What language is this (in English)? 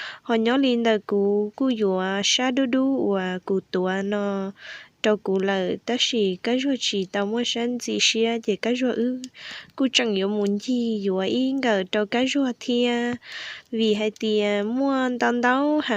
Hmong